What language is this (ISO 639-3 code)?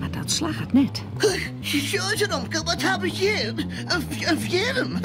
fry